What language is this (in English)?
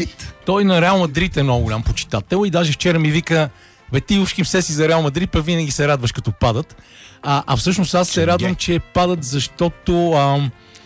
Bulgarian